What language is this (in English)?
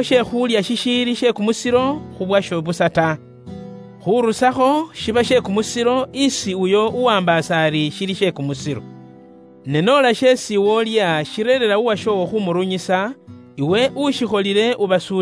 Luyia